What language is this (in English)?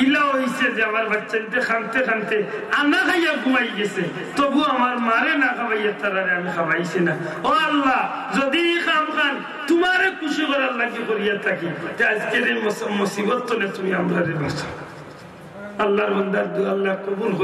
Sylheti